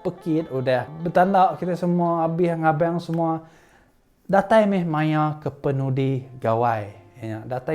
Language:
Iban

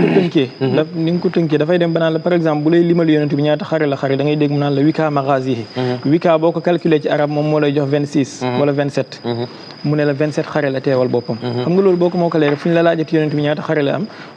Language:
Wolof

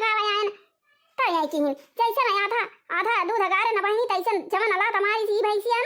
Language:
Awadhi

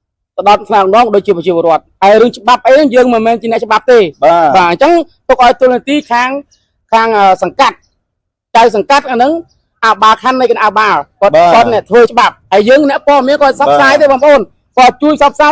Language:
Khmer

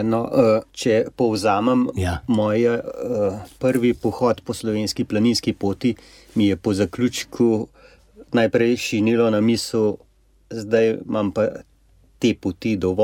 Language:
Slovenian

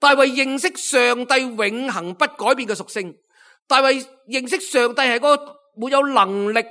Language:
Cantonese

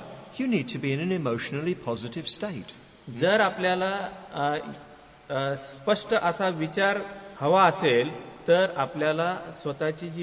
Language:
Marathi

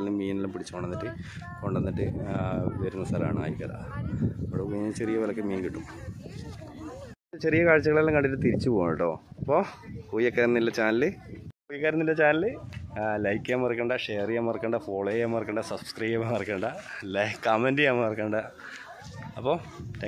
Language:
Malayalam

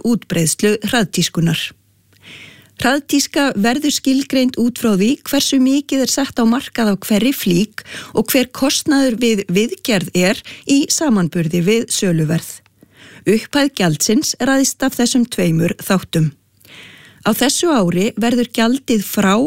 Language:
Icelandic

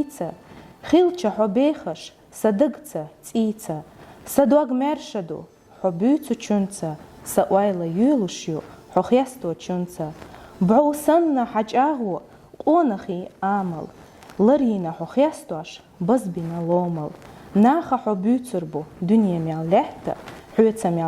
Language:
Chechen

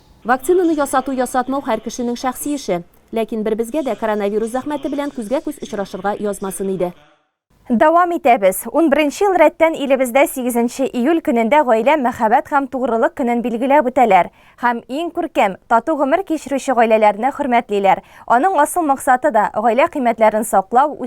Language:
Tatar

